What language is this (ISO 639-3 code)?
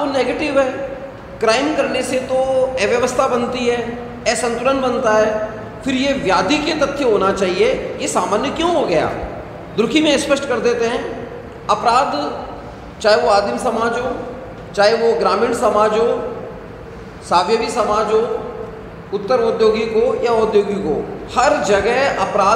hin